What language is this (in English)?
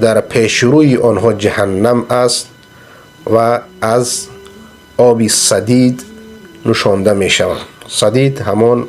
Persian